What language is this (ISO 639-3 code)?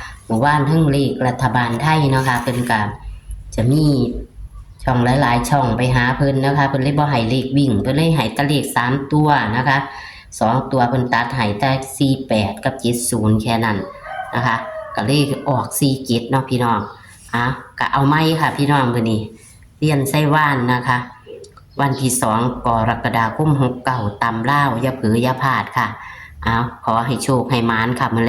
tts